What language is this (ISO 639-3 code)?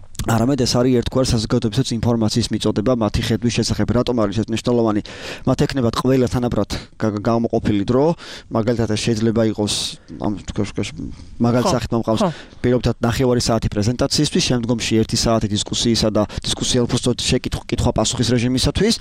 kat